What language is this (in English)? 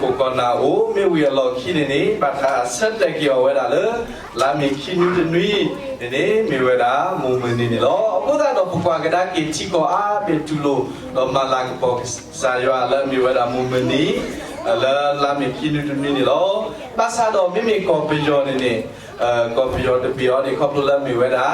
S'gaw Karen